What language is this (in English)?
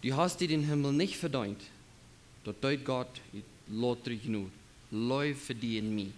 Plautdietsch